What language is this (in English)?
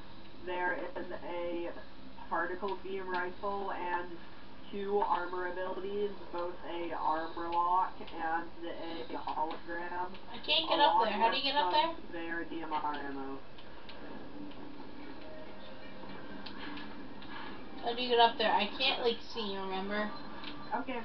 English